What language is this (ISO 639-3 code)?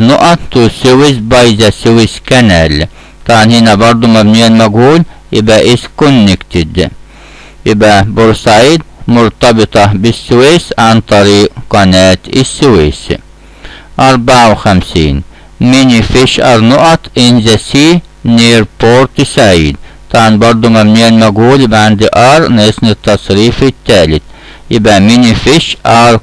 arz